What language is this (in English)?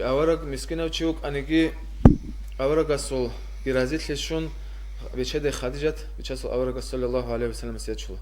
Avaric